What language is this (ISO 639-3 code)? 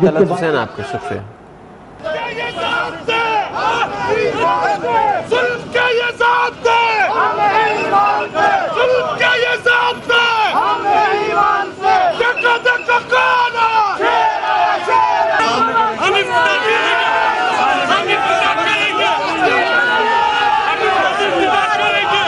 urd